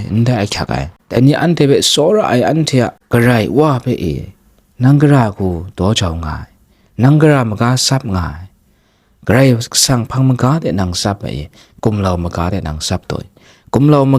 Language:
Kachin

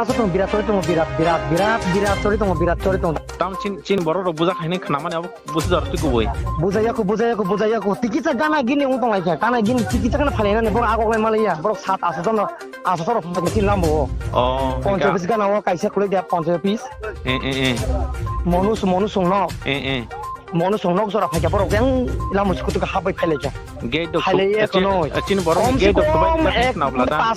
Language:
Kok Borok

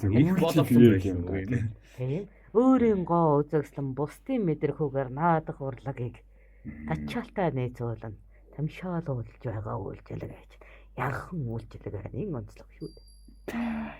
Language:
Mongolian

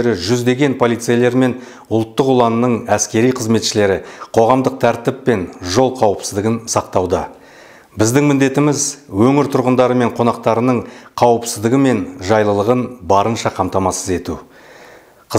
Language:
Kazakh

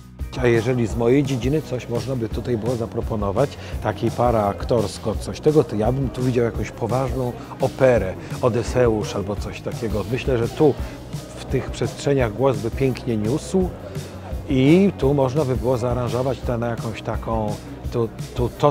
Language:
Polish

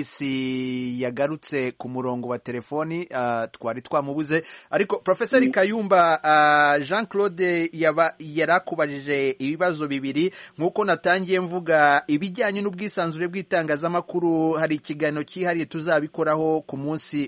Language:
Kinyarwanda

